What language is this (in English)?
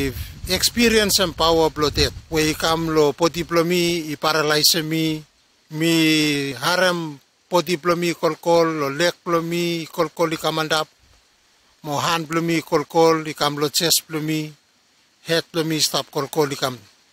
Bislama